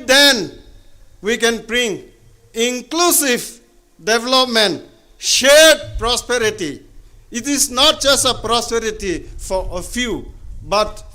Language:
Tangkhul Naga (India)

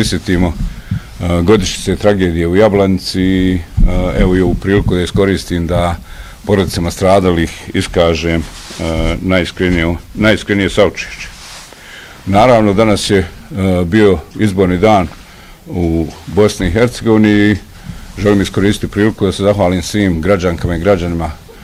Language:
Bosnian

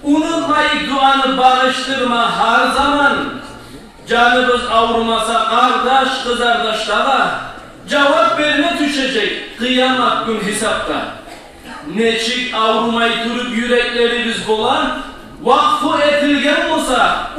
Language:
Kumyk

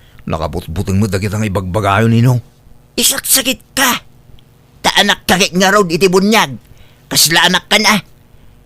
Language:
Iloko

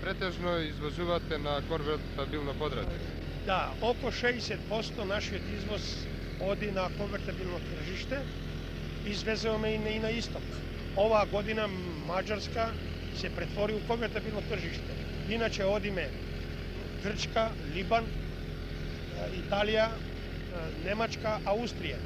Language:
Macedonian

